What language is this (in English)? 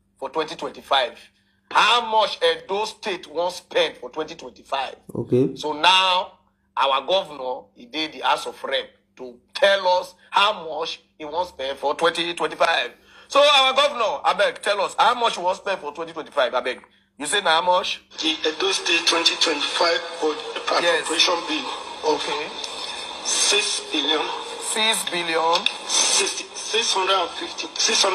Nigerian Pidgin